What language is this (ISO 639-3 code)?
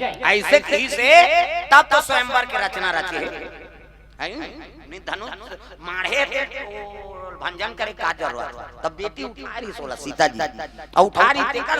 hne